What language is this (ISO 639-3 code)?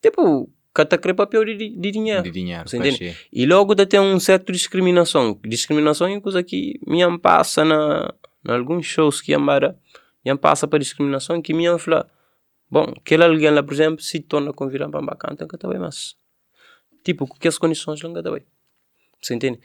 kea